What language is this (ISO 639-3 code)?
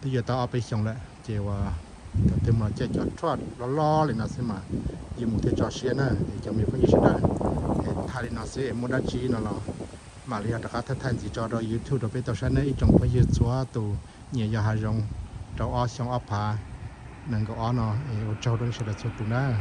hmn